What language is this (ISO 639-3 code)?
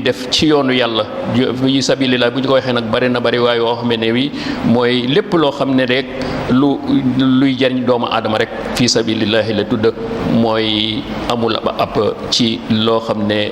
wol